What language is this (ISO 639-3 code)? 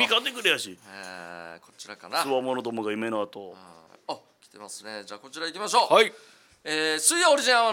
jpn